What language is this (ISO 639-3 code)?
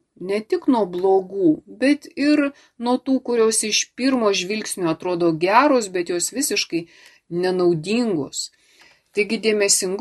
lit